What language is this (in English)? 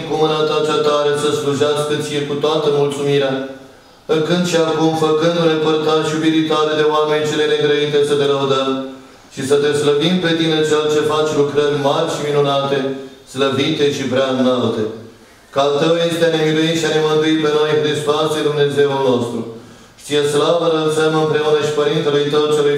Romanian